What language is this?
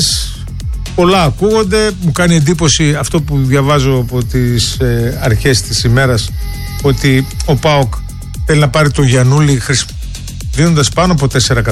Greek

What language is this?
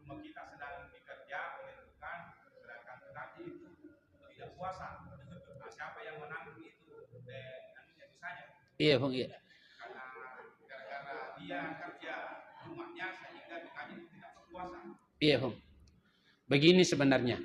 Buginese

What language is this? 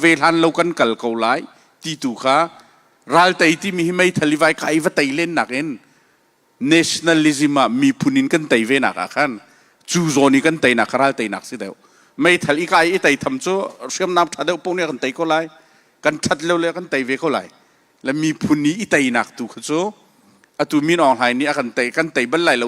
Hakha Chin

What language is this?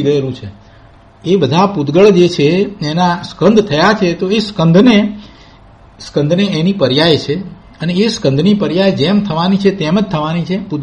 Gujarati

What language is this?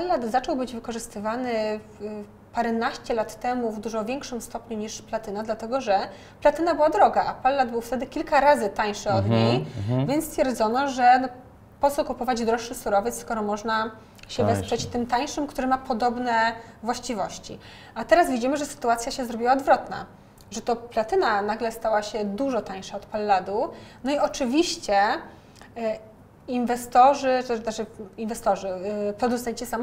Polish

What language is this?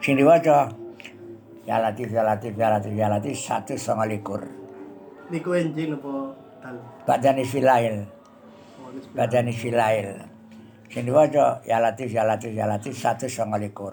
Javanese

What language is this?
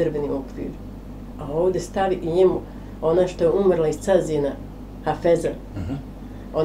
Bosnian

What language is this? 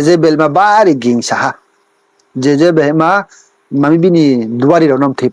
Riang (India)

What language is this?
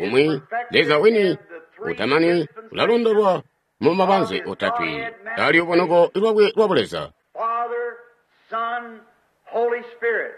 Tonga (Zambia)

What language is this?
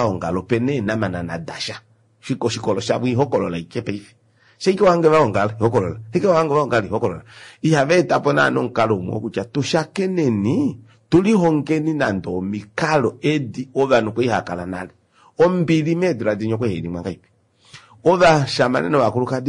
Kuanyama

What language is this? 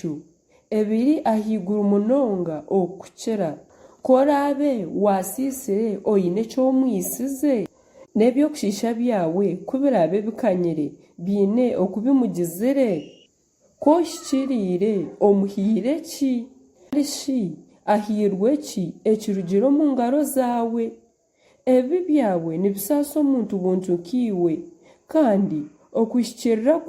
Nyankole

